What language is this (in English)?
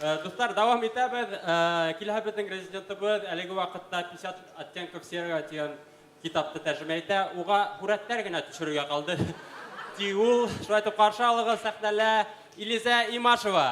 Bashkir